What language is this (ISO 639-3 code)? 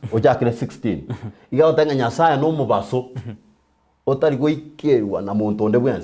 guz